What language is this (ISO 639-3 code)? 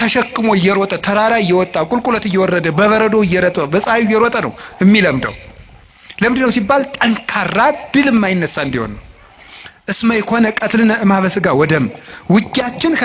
amh